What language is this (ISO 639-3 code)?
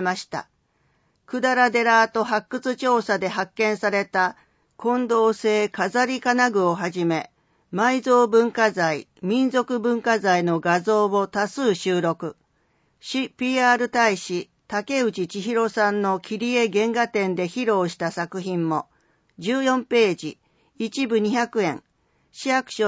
jpn